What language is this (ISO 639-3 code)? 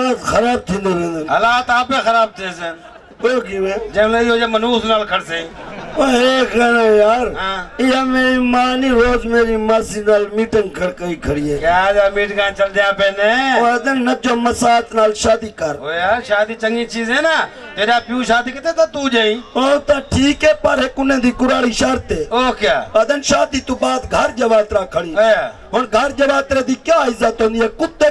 skr